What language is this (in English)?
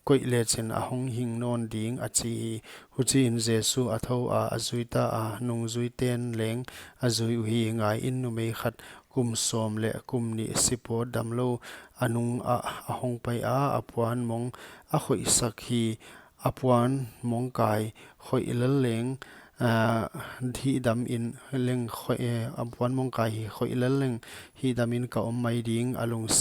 Paite Chin